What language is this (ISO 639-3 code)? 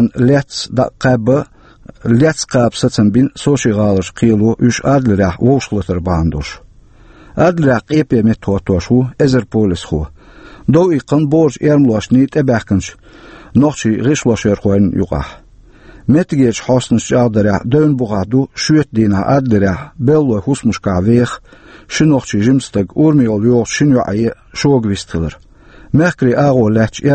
che